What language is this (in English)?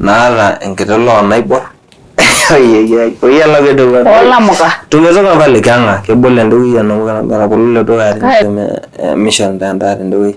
Masai